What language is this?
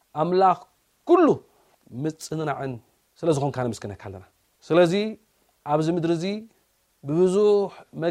Tigrinya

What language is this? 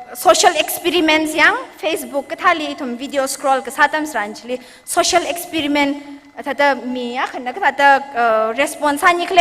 Tangkhul Naga (India)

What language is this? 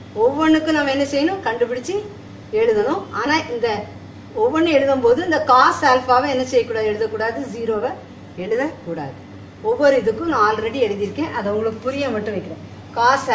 Tamil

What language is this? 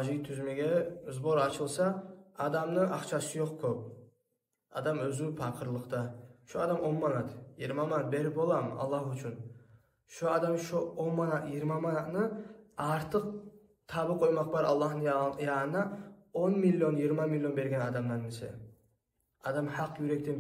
Kumyk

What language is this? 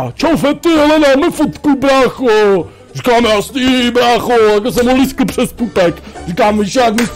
Czech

